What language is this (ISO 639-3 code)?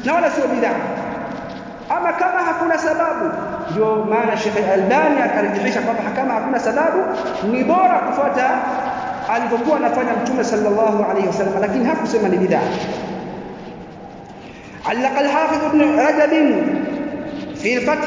swa